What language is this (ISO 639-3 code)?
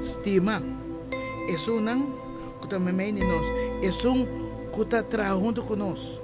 pap